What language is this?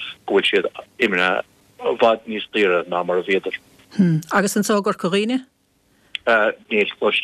Irish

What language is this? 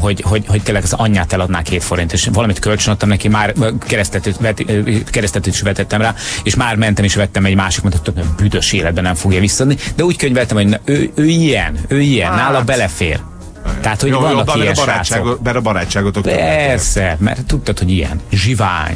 Hungarian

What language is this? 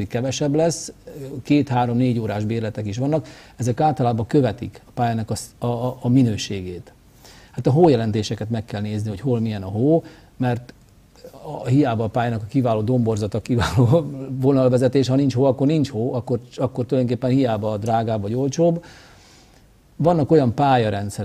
Hungarian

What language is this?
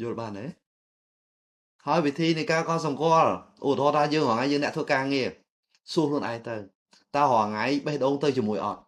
Khmer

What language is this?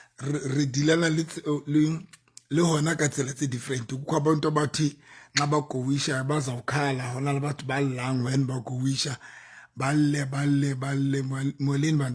Southern Sotho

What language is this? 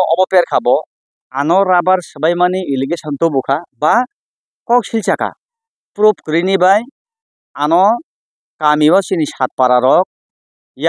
Kok Borok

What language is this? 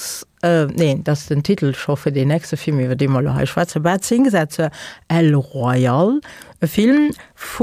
Luxembourgish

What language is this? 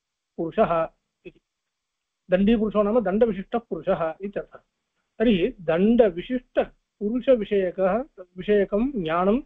Sanskrit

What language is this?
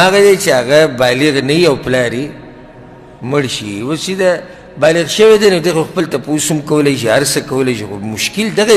Pashto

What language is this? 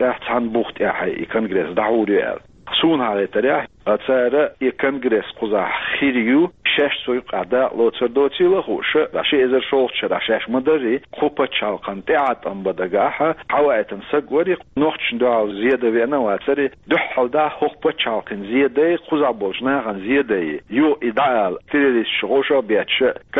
Chechen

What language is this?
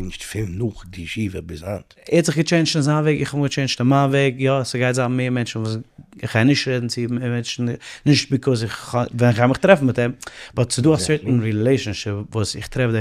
Yiddish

